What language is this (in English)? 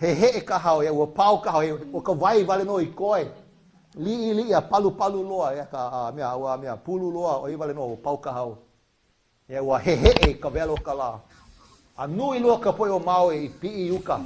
Hawaiian